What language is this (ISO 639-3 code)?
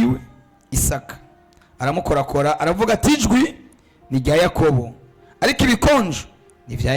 run